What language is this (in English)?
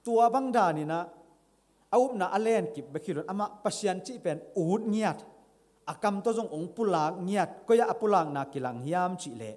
Tedim Chin